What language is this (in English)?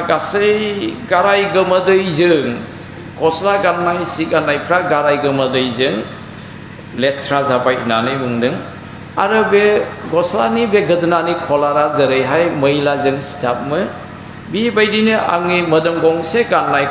Bodo